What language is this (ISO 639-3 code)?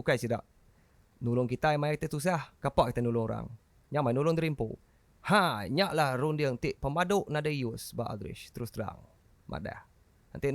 iba